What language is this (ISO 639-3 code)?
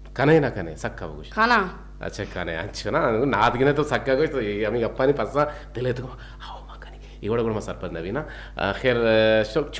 bgp